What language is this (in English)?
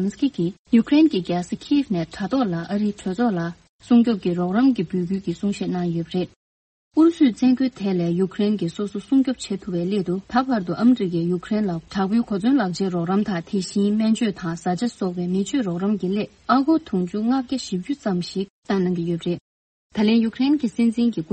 Tibetan